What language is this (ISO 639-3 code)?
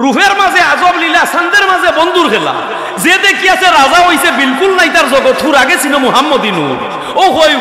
syl